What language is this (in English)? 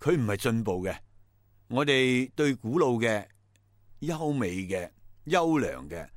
Cantonese